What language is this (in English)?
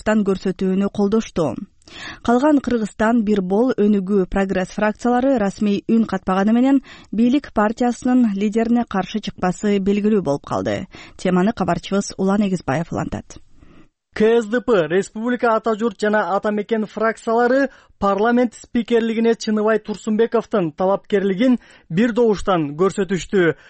Kyrgyz